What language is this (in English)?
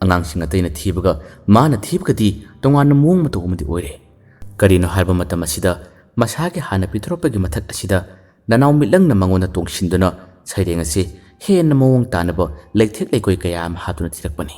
Manipuri